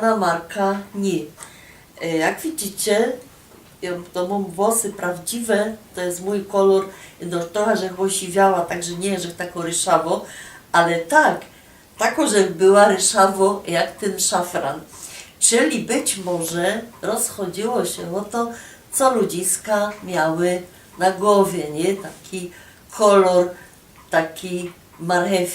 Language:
Silesian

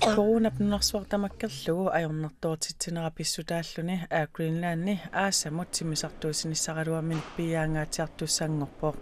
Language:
Kalaallisut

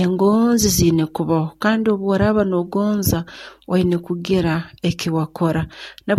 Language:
Nyoro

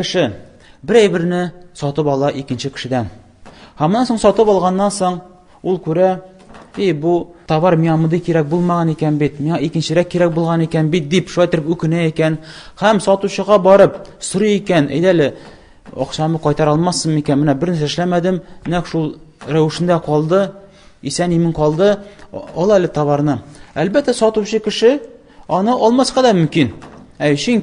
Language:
Tatar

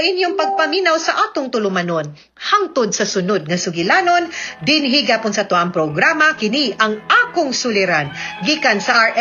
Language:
Cebuano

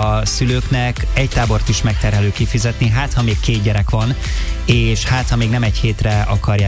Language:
Hungarian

